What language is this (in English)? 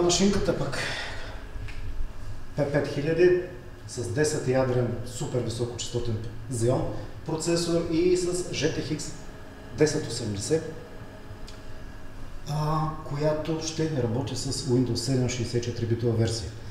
Bulgarian